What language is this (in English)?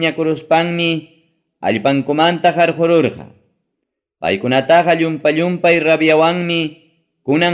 Ayacucho Quechua